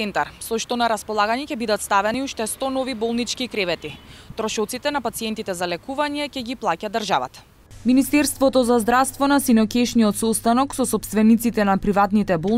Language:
Macedonian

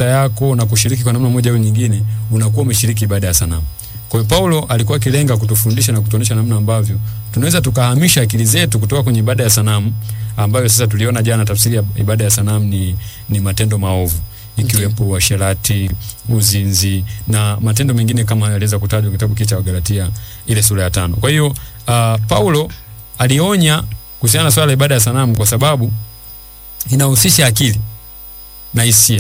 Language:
Swahili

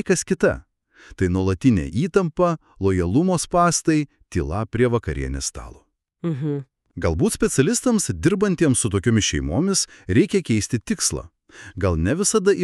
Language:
Lithuanian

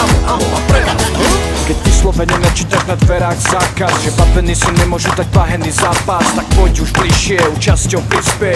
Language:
Slovak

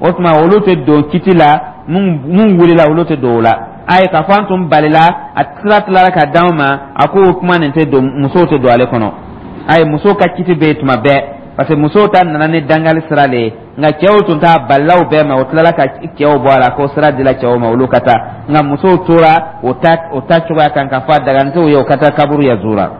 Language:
Dyula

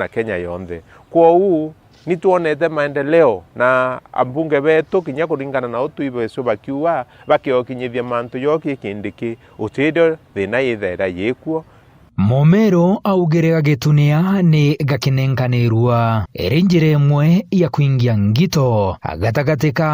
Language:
Meru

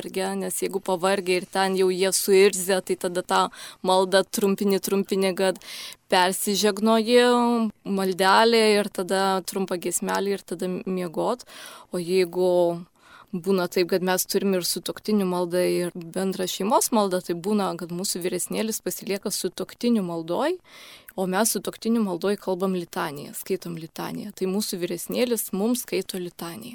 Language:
Lithuanian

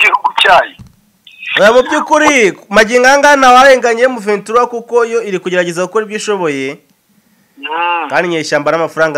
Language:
Kinyarwanda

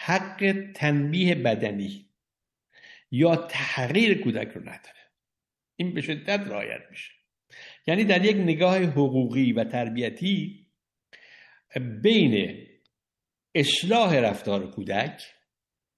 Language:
Persian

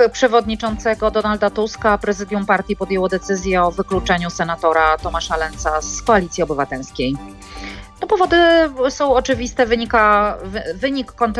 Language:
Polish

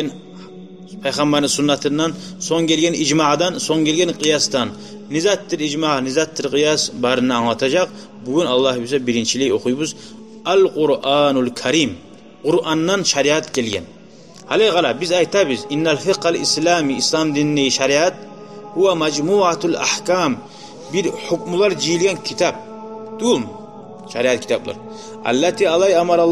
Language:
Kumyk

